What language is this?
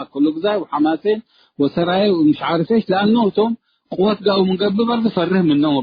Tigre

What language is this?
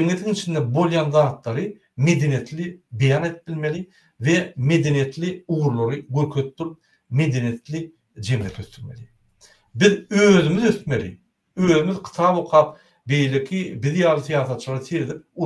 Turkmen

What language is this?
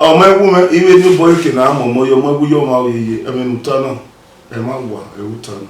Bini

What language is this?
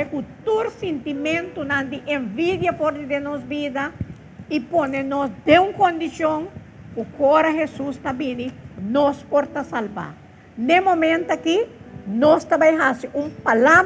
Papiamento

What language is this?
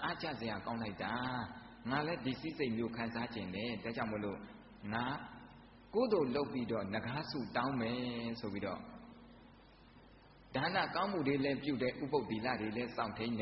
Burmese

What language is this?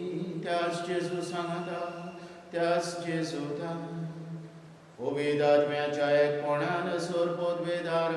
Konkani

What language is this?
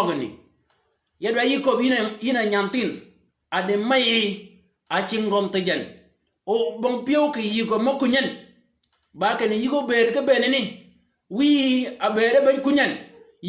Shilluk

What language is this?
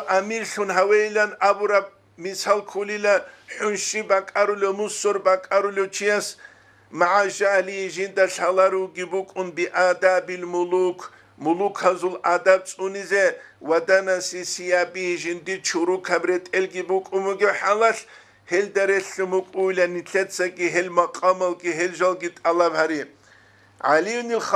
Avaric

